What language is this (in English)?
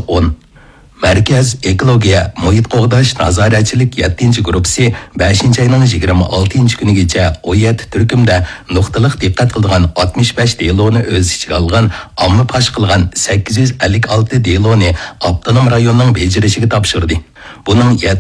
Uyghur